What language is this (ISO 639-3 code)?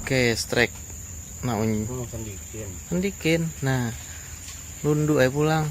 bjn